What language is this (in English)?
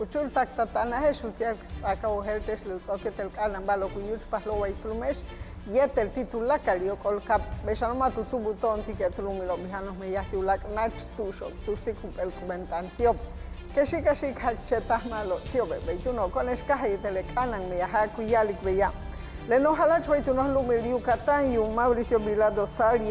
Yucateco